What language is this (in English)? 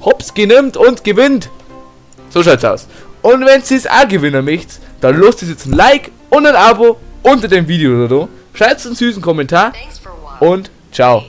Bavarian